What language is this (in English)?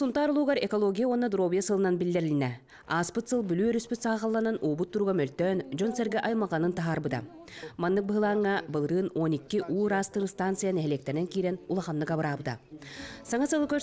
Yakut